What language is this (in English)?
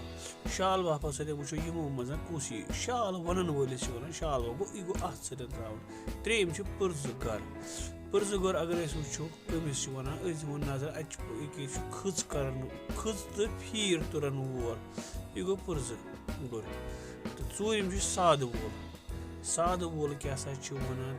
Kashmiri